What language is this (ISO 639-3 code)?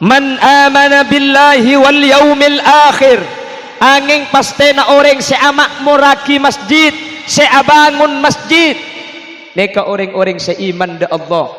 mad